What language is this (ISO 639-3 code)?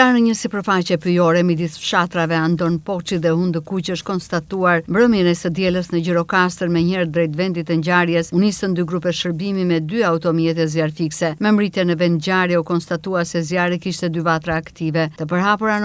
sqi